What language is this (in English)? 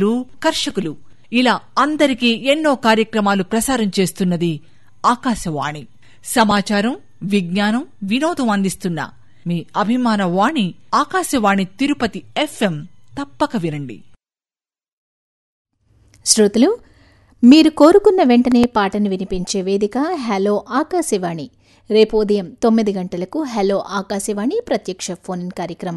Telugu